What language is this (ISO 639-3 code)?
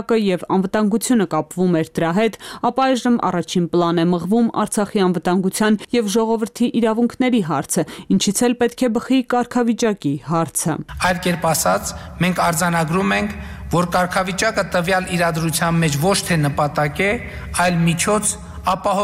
hye